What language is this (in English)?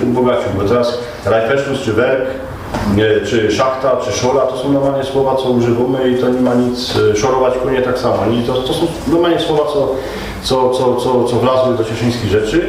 Silesian